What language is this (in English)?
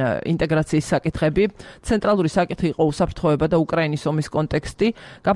Georgian